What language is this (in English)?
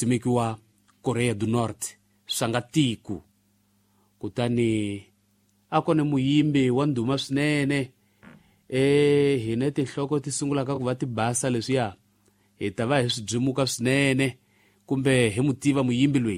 Tsonga